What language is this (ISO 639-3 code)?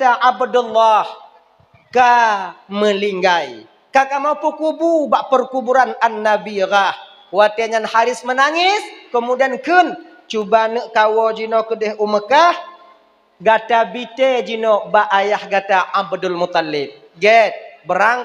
ace